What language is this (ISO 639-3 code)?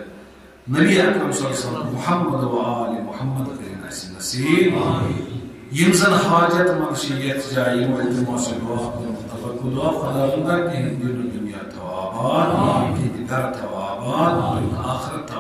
kas